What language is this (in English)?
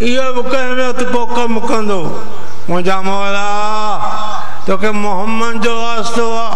Sindhi